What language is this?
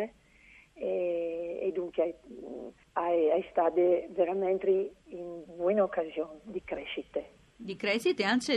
Friulian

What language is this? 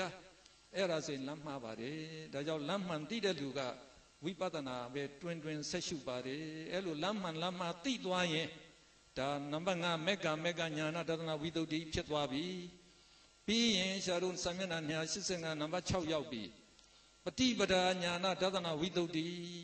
Burmese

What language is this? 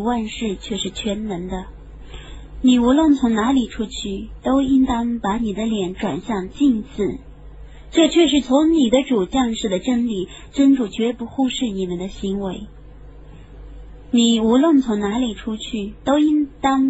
Chinese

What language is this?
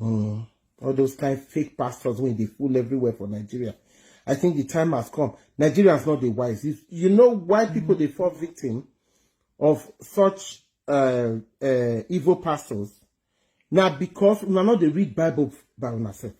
Nigerian Pidgin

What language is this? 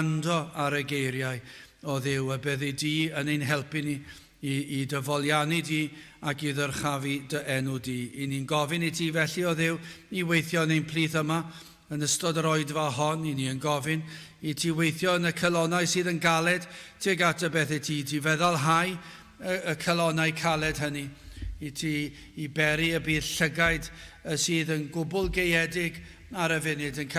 Welsh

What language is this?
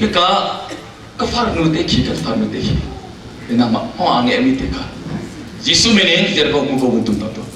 Hakha Chin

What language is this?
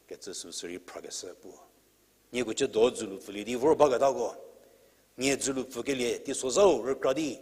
Angami Naga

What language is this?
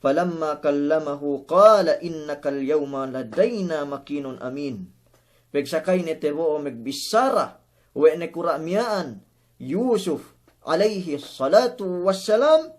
Yakan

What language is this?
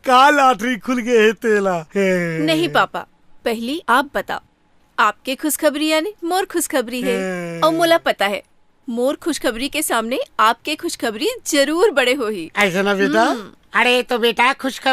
Chhattisgarhi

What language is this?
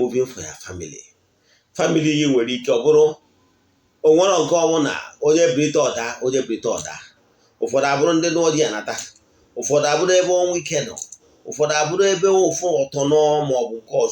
Igbo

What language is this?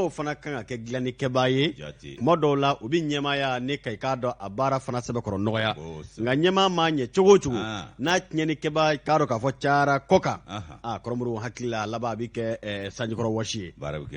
Bambara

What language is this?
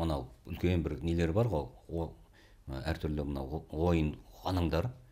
Kazakh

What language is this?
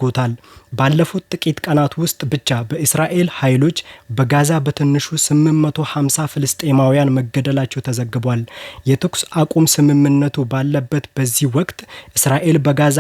Amharic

